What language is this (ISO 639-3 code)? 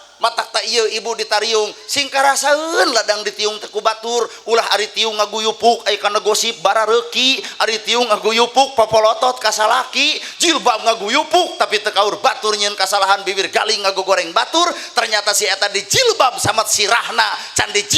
sun